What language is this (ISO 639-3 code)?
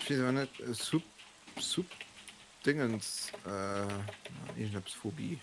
ltz